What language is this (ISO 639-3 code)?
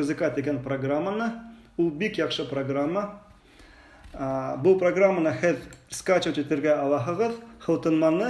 bak